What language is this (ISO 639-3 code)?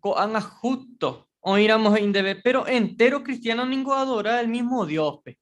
grn